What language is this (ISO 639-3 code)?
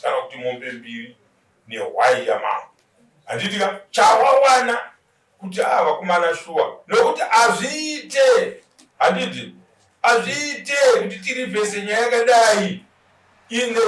sna